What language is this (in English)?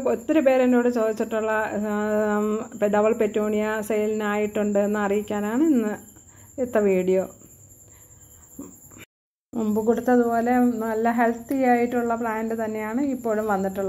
Malayalam